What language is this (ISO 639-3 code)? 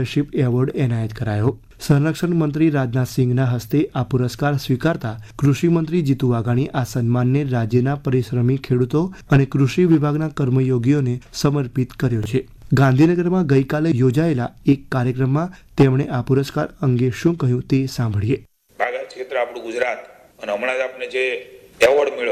guj